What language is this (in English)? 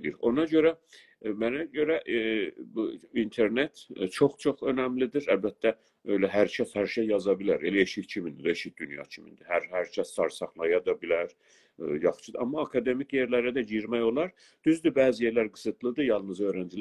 South Azerbaijani